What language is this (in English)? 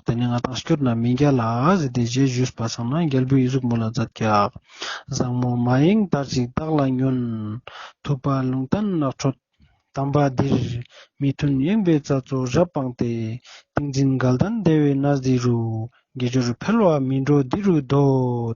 Ladakhi